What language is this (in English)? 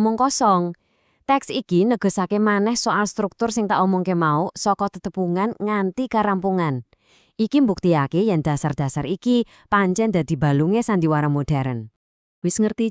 Javanese